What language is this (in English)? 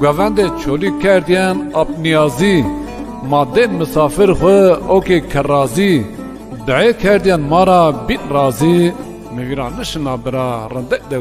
Zaza